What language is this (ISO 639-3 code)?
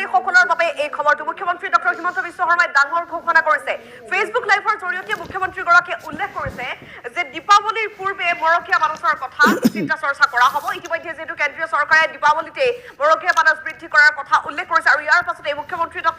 asm